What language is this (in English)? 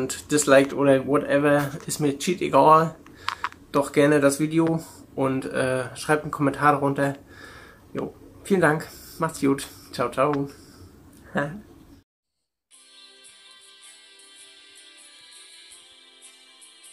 German